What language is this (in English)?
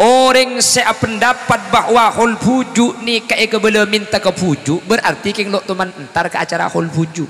Madurese